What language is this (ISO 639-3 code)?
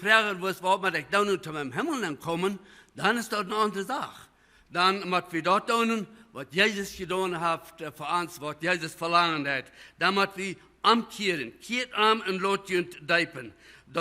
pdt